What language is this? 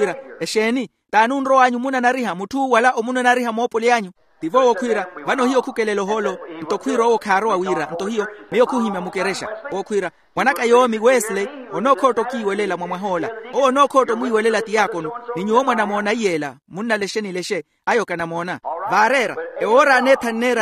Makhuwa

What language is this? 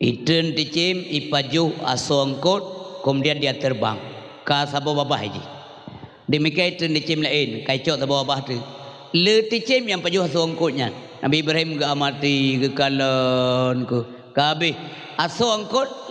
Achinese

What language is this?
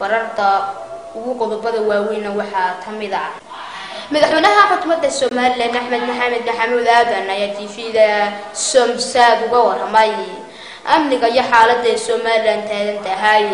Somali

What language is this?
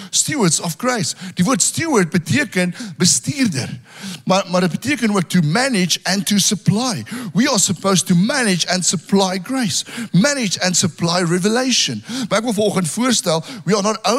Afrikaans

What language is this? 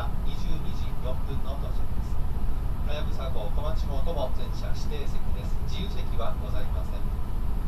Japanese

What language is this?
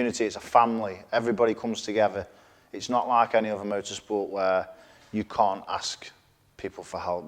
English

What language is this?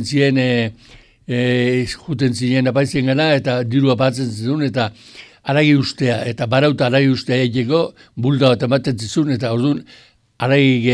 Basque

